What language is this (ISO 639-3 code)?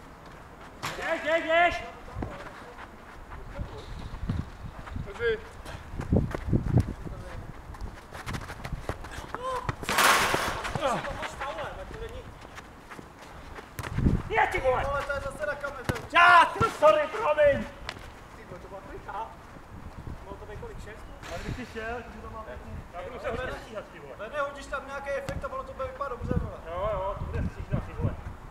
ces